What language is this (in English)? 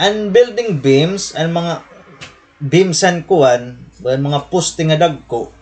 Waray